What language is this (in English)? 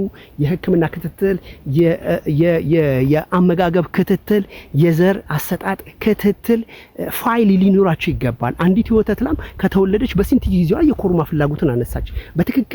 Amharic